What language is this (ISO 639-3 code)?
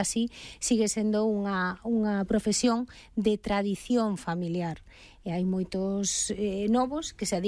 glg